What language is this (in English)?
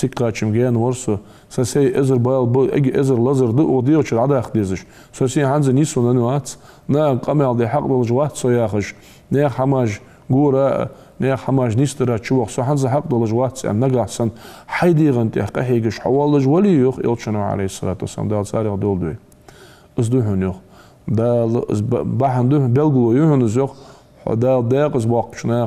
Ingush